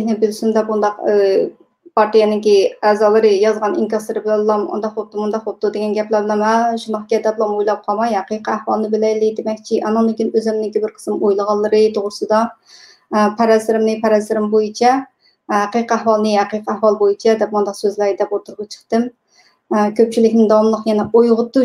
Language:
Uyghur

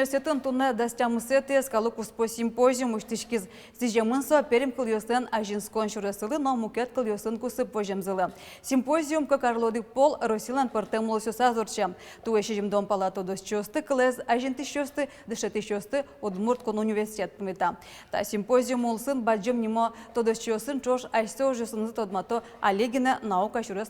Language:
Udmurt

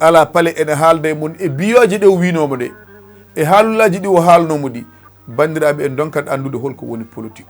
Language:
Fula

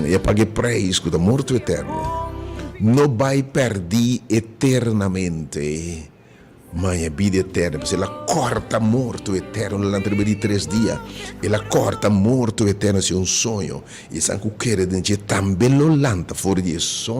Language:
Papiamento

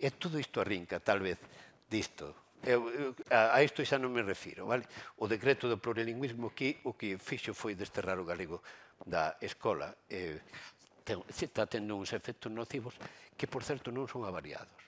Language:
Galician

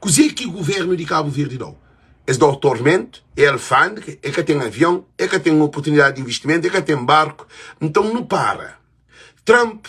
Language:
Kabuverdianu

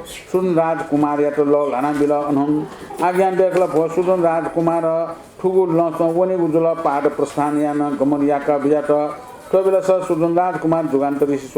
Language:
Newari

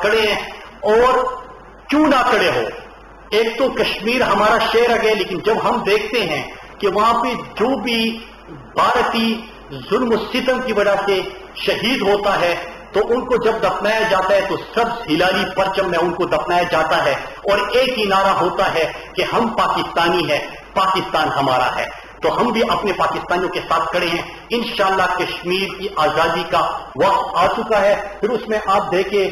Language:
Urdu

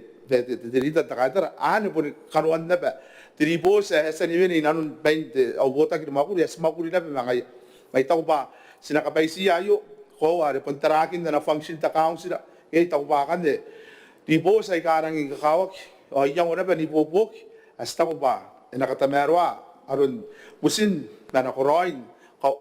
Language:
Gilbertese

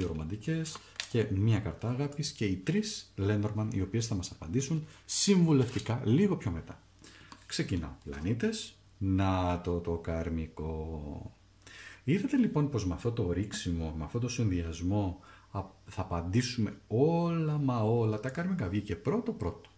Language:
Greek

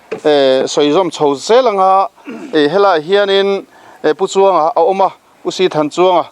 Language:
Mizo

